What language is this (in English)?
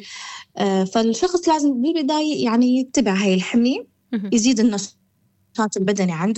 North Levantine Arabic